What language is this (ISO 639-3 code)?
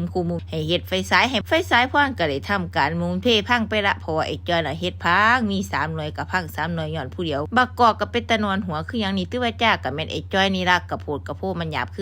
tts